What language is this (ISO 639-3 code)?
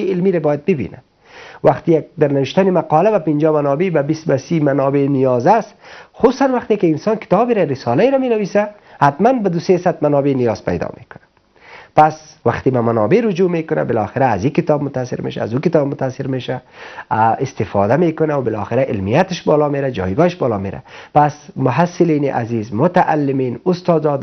fas